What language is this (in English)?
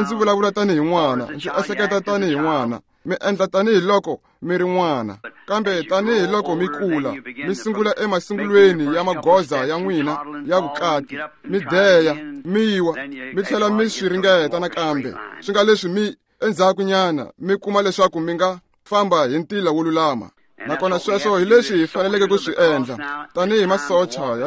Tsonga